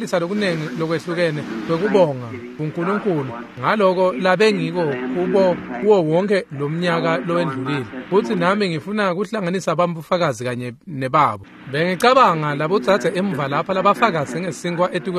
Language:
Swati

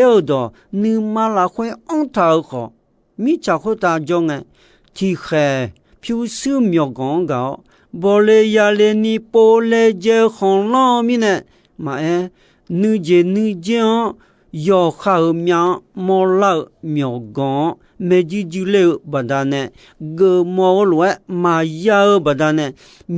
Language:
Akha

